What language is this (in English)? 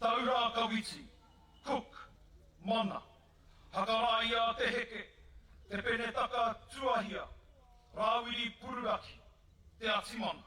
Māori